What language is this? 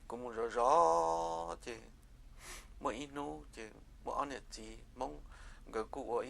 Hmong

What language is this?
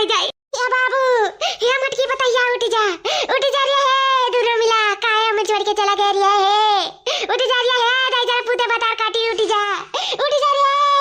Awadhi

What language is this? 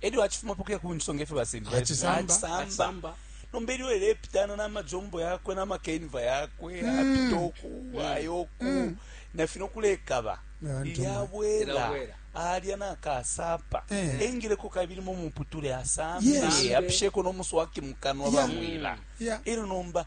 Bemba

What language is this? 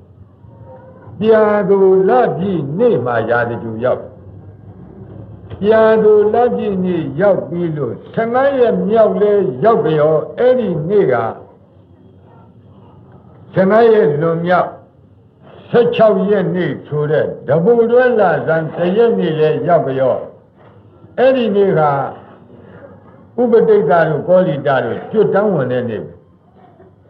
Burmese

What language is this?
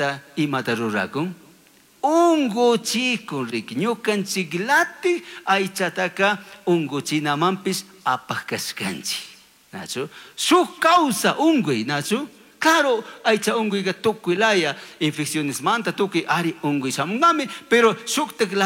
Chimborazo Highland Quichua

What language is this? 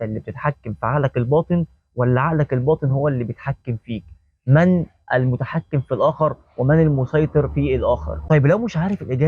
Egyptian Arabic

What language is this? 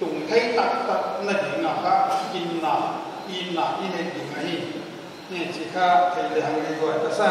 Paite Chin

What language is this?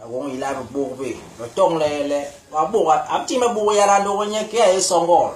Basaa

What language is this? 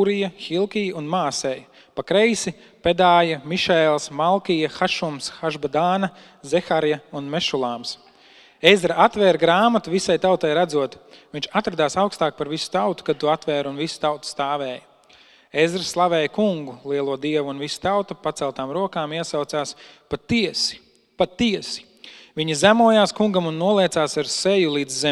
Latvian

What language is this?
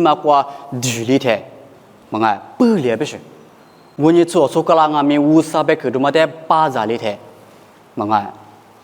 Lisu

